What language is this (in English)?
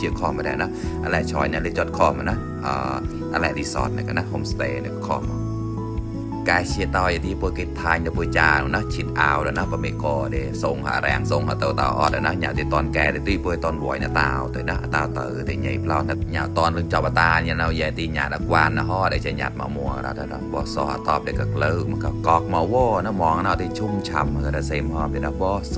Mon